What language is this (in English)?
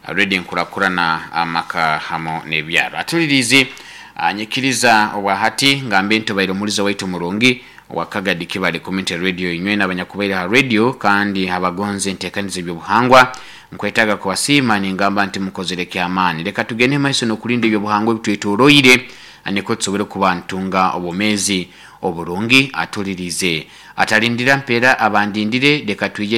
Nyoro